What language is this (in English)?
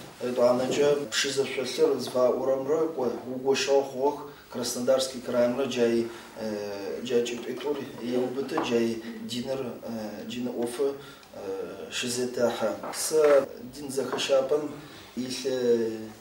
Adyghe